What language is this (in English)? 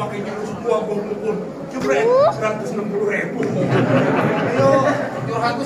Betawi